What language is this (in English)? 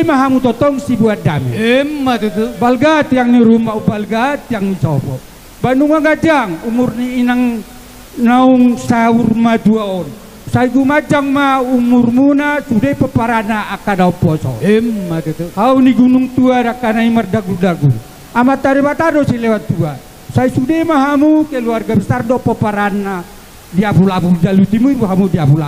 Batak Toba